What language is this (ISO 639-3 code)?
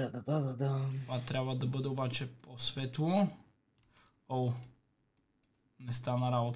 bul